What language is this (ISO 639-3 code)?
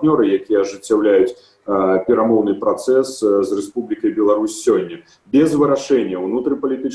bel